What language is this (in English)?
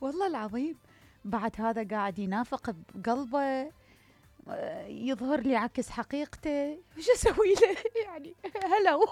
Mesopotamian Arabic